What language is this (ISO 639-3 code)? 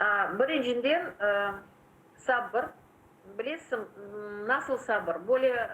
crh